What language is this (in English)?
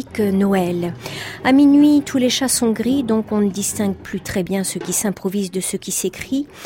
French